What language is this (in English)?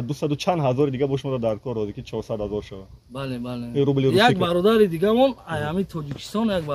Tajik